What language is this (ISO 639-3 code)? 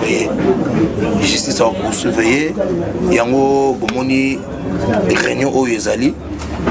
lin